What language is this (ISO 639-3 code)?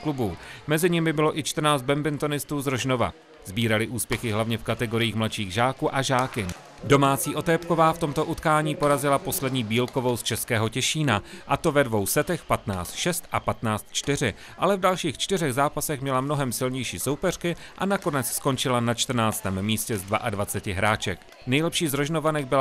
ces